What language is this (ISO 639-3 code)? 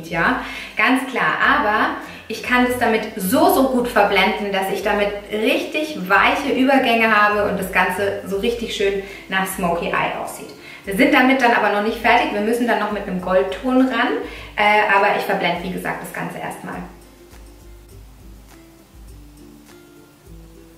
deu